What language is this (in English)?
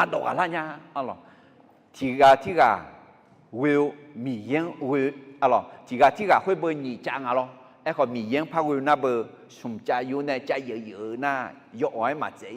Akha